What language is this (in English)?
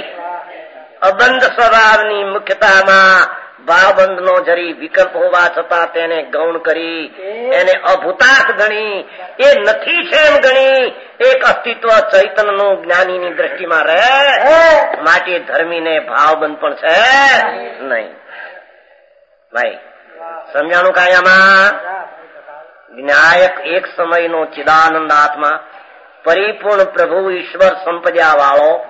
Gujarati